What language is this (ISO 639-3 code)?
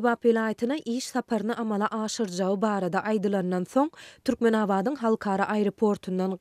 tuk